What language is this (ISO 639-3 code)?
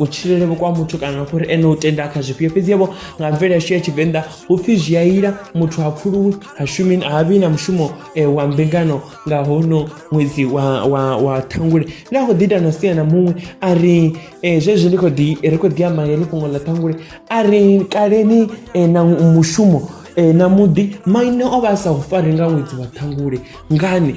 ven